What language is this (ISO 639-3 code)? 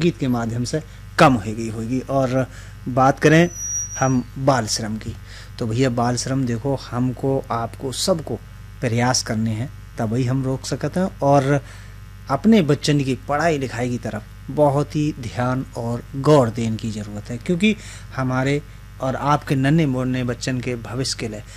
hin